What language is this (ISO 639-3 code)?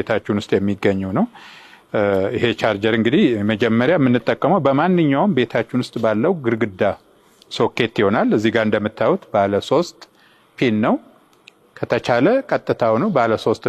amh